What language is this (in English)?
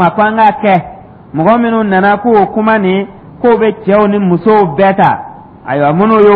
Dyula